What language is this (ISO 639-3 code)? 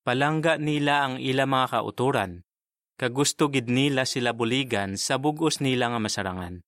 hil